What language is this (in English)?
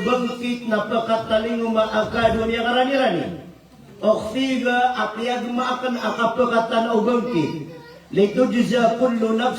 Maranao